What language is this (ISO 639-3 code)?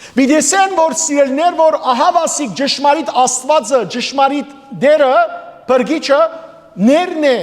hyw